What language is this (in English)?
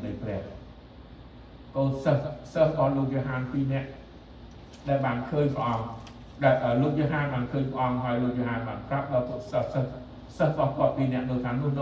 Khmer